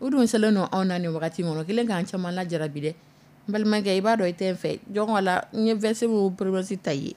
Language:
Dyula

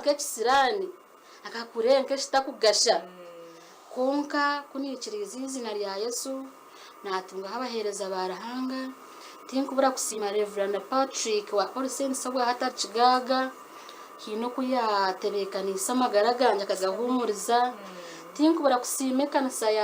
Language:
Nyankole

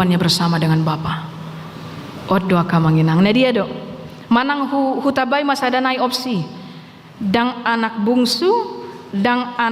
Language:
Batak Toba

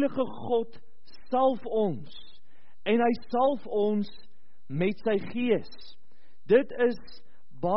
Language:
Afrikaans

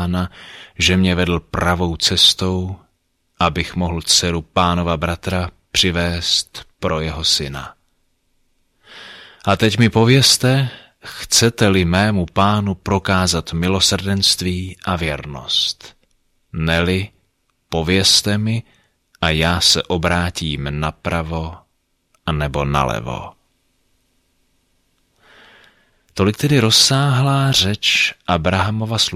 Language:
Czech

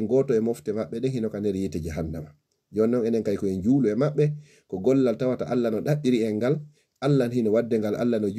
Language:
Fula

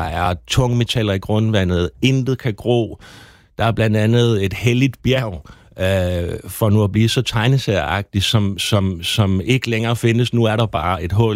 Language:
Danish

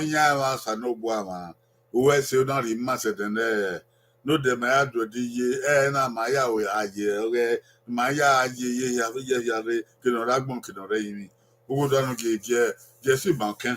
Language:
Bini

